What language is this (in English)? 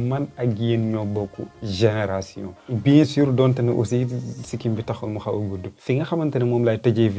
Wolof